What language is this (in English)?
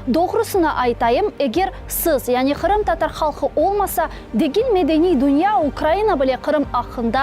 Crimean Tatar